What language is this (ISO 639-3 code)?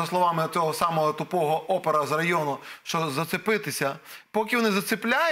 ukr